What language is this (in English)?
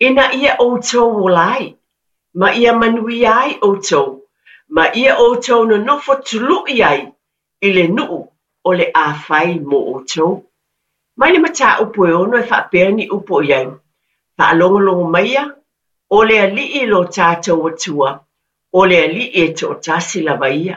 Samoan